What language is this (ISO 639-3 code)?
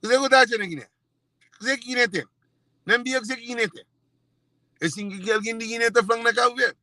kea